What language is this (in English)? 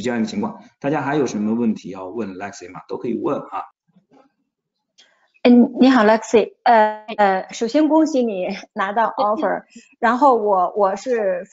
Chinese